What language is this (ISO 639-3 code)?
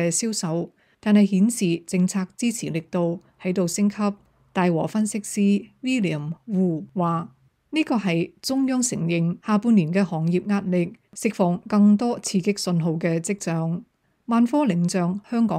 yue